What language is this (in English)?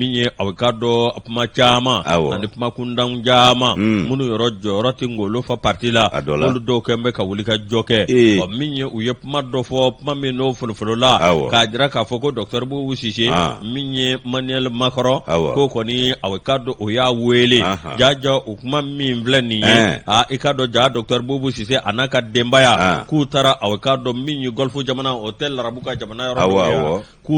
Bambara